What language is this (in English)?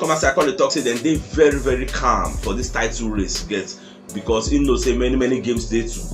Nigerian Pidgin